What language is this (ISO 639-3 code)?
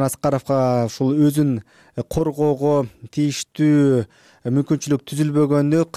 kir